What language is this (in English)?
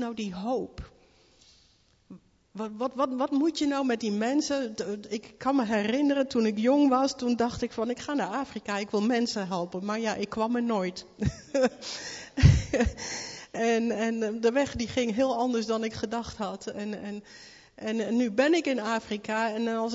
Dutch